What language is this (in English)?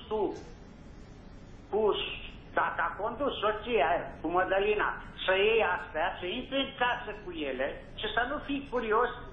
Romanian